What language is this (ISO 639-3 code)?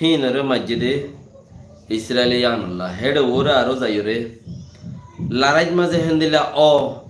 rhg